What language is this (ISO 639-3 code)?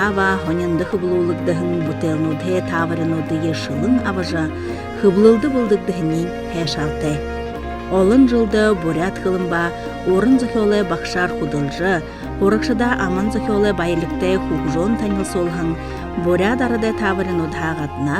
bua